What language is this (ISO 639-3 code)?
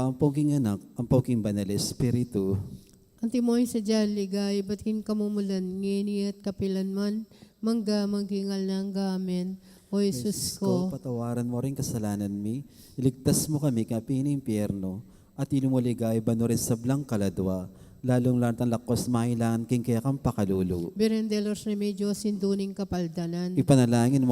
pam